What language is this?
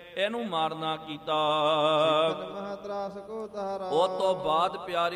Punjabi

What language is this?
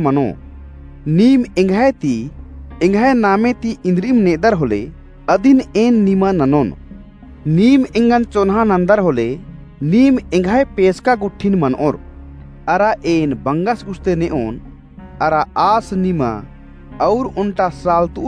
Kurukh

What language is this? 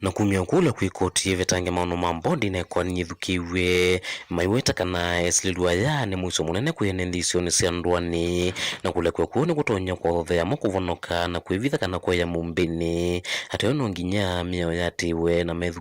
Kamba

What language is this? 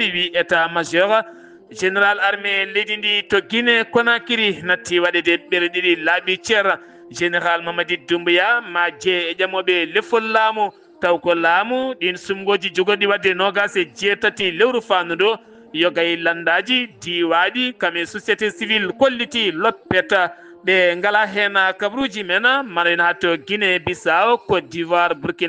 Fula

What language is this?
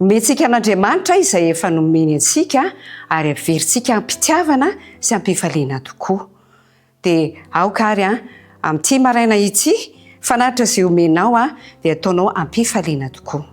Malagasy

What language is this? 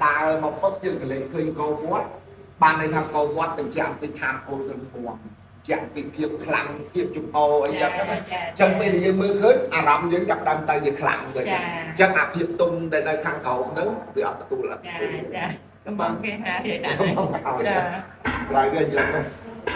Khmer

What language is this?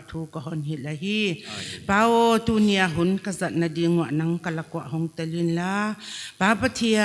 Paite Chin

